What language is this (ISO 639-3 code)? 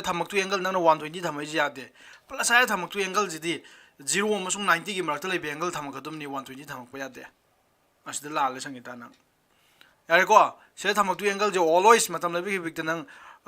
mni